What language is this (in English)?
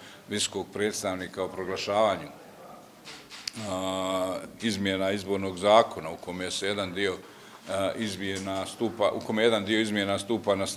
Bosnian